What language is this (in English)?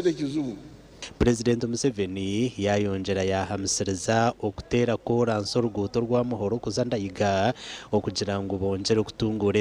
Nyankole